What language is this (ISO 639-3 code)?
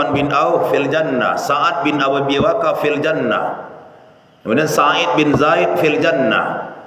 min